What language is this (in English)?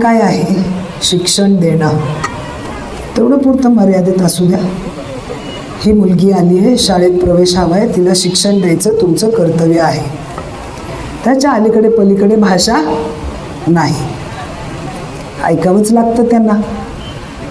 Marathi